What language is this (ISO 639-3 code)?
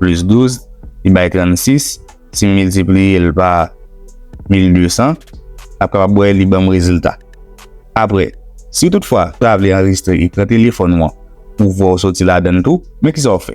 hat